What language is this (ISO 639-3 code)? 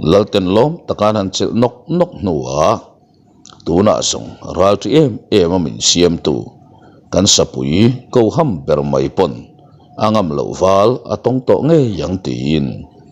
lus